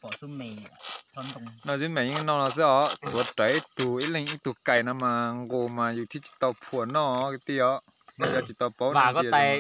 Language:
Hmong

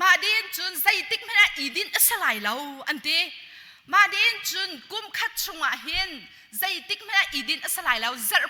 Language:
Hakha Chin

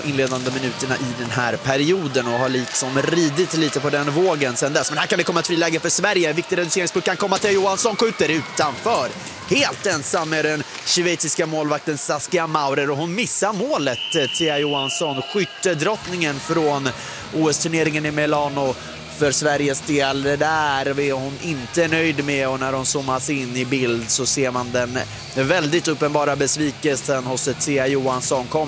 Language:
Swedish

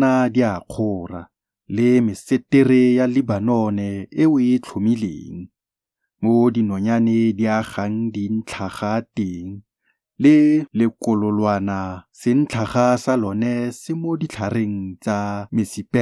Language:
Tswana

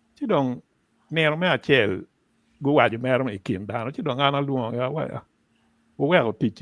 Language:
Acoli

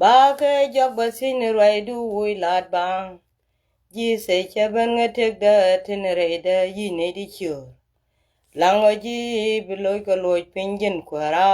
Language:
Nuer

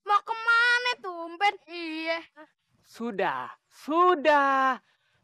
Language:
Betawi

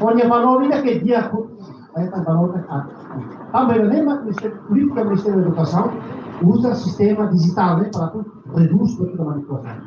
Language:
Tetum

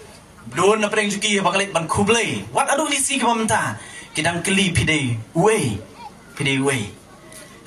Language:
Khasi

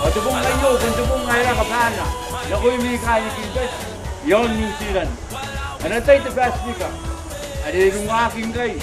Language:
Gilbertese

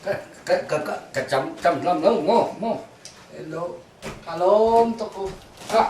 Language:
Hakha Chin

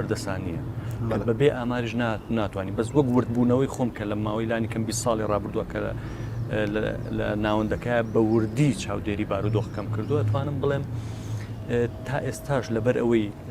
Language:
Central Kurdish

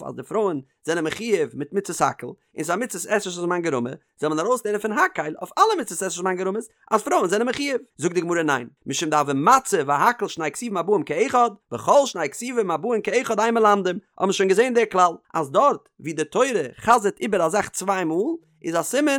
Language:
Yiddish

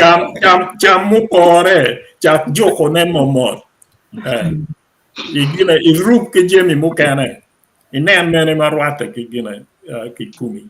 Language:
Acoli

